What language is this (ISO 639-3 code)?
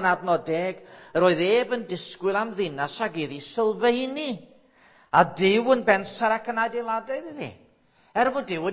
cym